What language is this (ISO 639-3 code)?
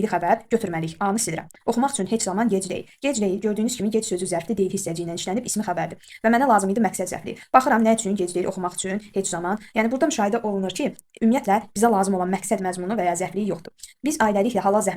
aze